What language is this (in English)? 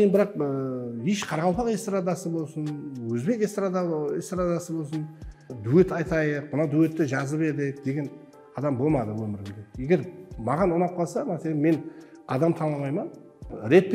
Kara-Kalpak